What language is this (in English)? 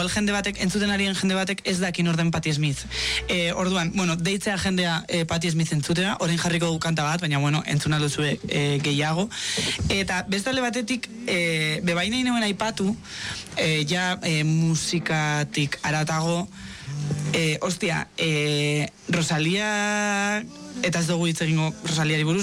Basque